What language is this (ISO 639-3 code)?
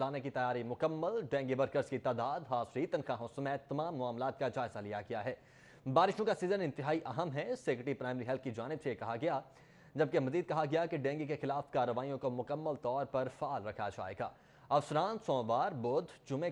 urd